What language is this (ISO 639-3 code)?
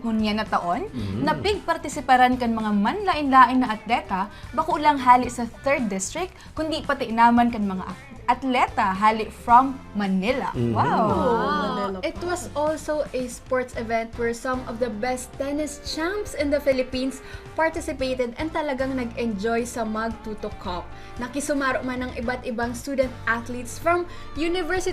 bik